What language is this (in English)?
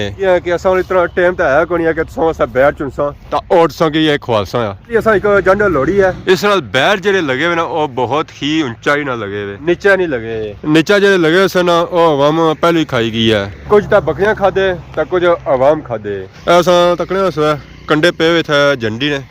Pahari-Potwari